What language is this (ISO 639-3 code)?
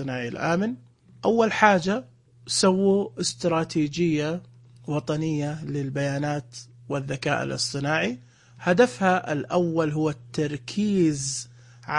ars